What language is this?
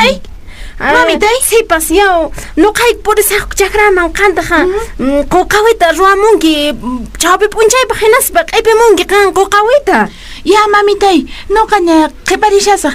Quechua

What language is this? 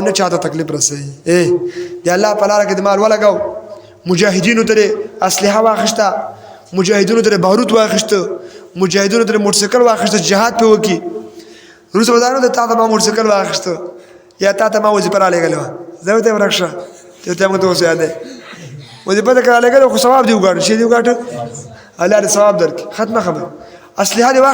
Pashto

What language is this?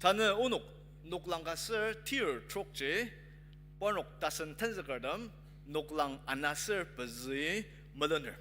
Ao Naga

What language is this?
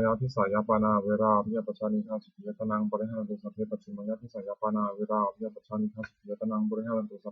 Pali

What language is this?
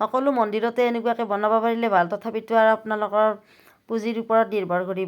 Assamese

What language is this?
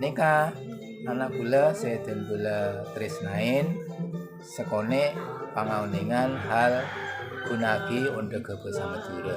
Madurese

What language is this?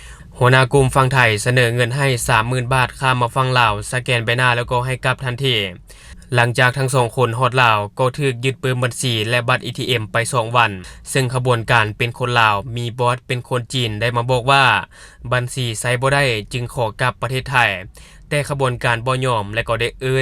Lao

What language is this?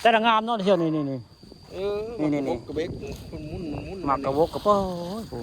Northeastern Thai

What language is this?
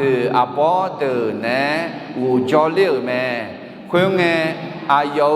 Akha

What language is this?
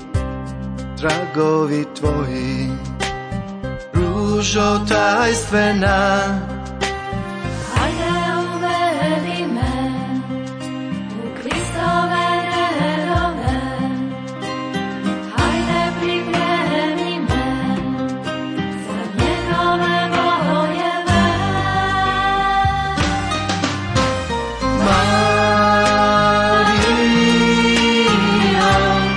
Croatian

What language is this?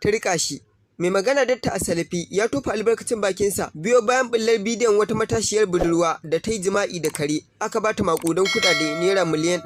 Hausa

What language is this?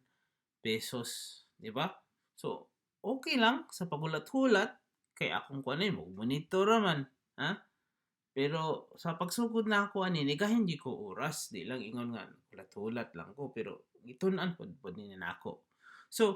Cebuano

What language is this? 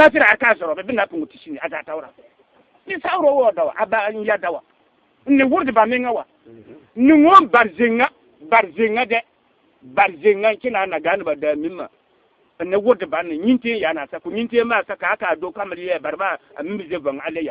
Bissa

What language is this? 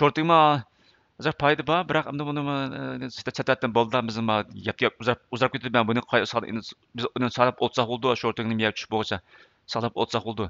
Uyghur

